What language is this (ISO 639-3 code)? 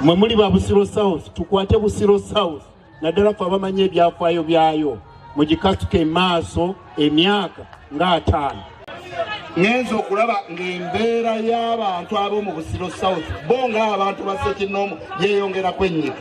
lug